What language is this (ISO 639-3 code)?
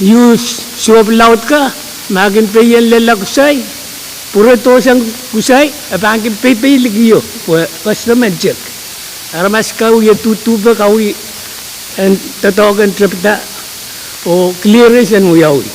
pon